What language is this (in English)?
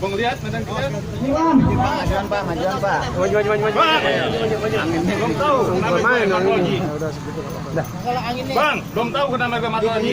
Betawi